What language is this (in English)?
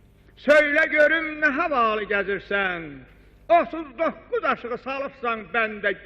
South Azerbaijani